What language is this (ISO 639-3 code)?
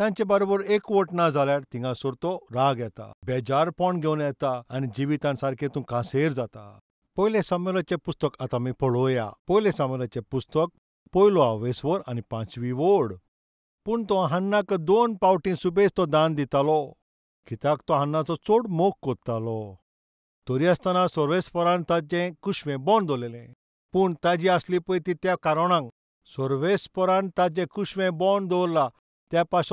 kok